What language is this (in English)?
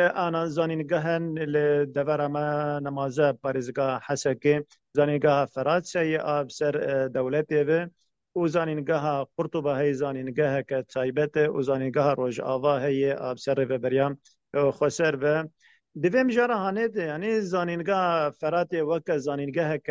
Kurdish